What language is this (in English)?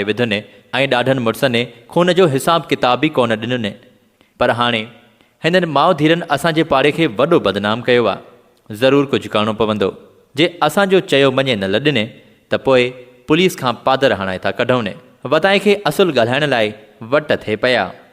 Sindhi